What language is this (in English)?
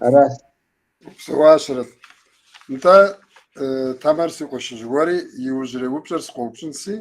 Kabardian